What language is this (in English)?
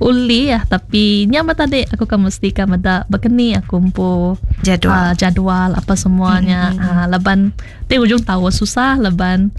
Iban